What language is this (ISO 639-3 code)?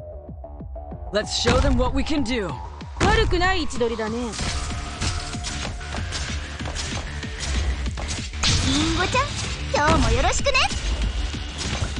jpn